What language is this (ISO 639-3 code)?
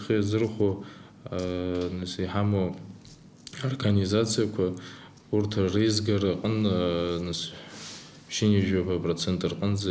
abk